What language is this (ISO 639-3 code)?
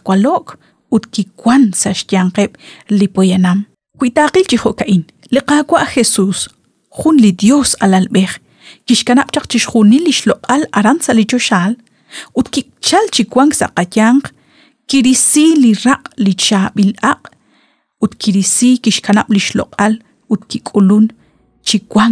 kek